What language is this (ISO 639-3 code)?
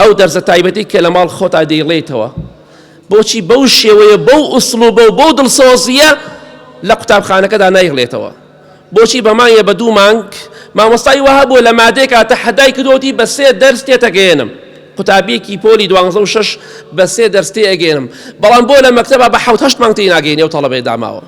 ckb